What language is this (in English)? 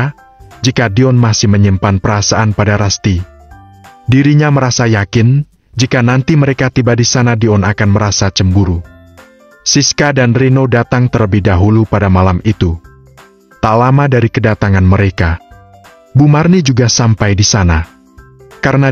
Indonesian